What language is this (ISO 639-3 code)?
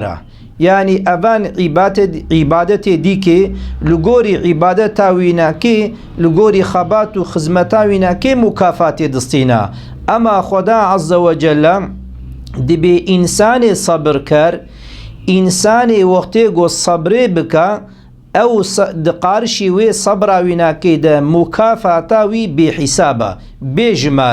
kur